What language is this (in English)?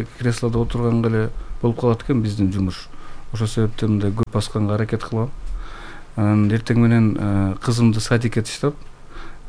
Kyrgyz